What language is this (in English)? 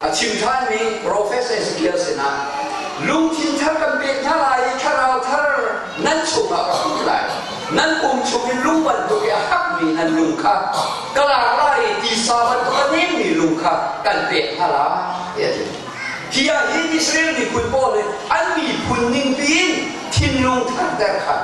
Hakha Chin